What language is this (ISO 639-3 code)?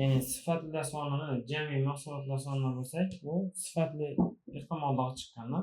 uzb